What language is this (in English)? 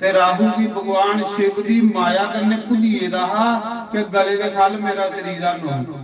Dogri